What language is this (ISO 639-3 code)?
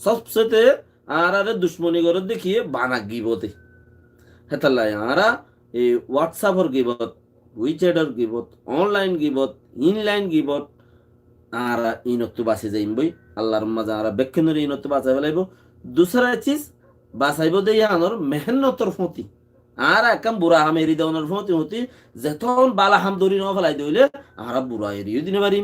rhg